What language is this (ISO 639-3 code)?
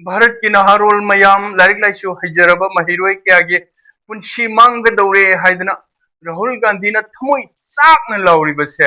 mni